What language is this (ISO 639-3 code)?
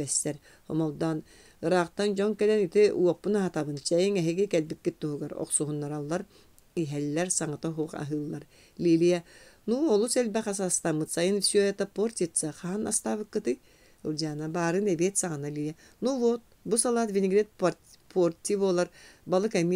sah